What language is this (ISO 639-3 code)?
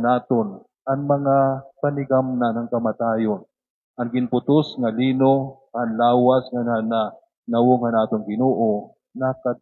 war